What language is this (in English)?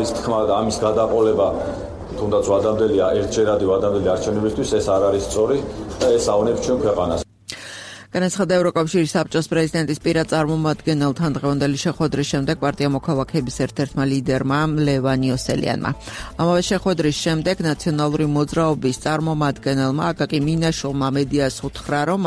Georgian